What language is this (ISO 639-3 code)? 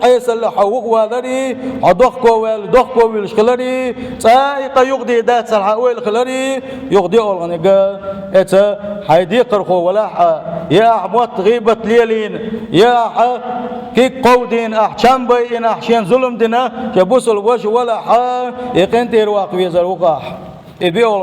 che